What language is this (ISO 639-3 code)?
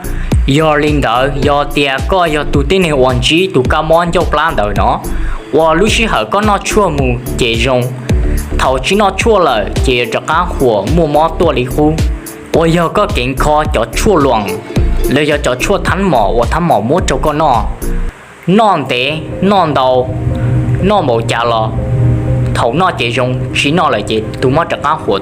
hmn